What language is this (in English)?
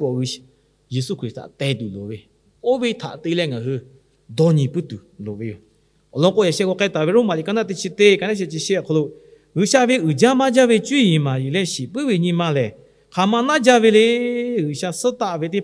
Lahu